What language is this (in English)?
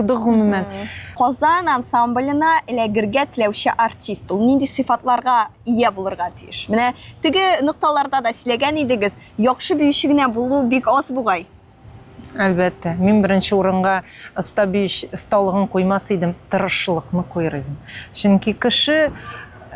Tatar